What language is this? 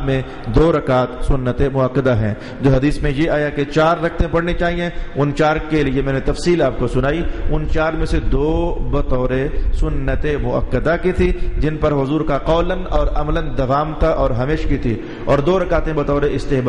Urdu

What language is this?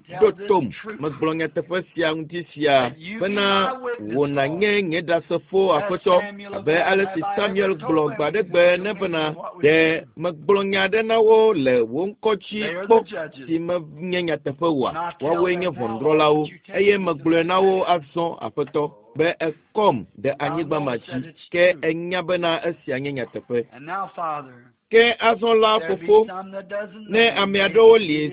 Ewe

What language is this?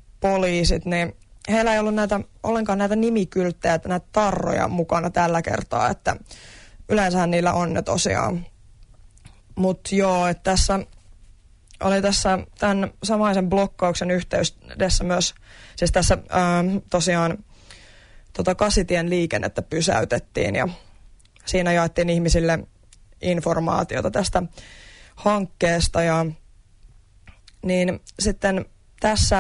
Finnish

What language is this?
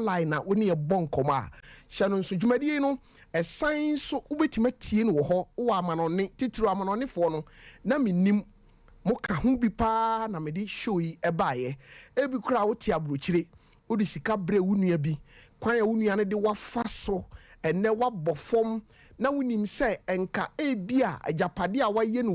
Akan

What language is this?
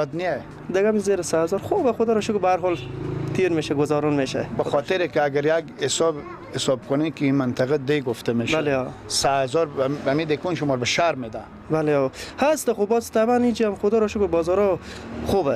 Persian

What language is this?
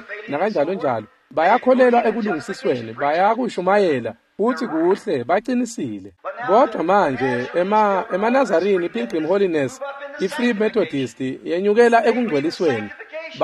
Swati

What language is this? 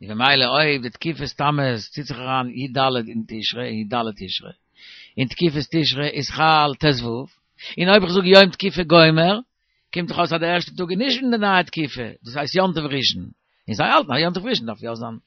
Yiddish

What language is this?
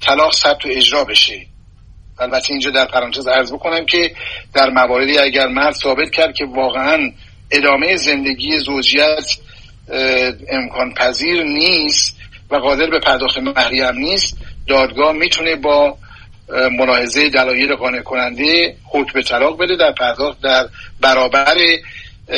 Persian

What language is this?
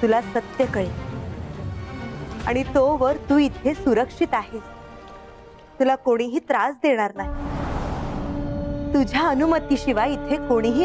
Marathi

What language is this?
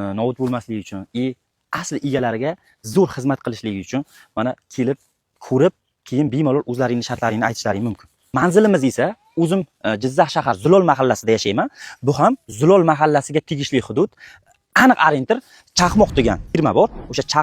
Uzbek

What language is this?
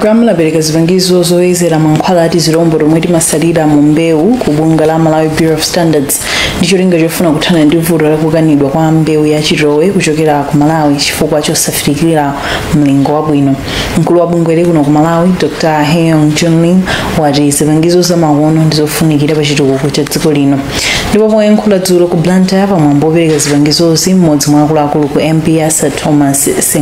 Nyanja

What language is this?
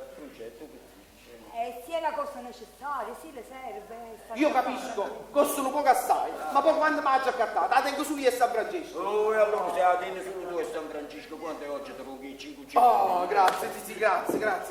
Neapolitan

